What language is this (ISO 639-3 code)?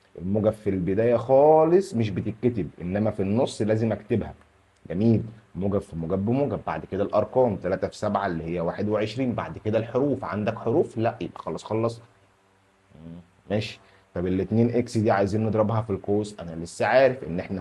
arz